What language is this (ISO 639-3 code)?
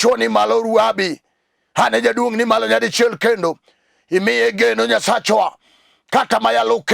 luo